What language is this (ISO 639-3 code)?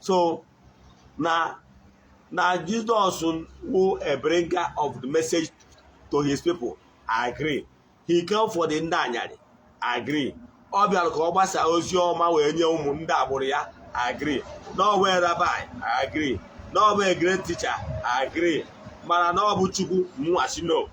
ibo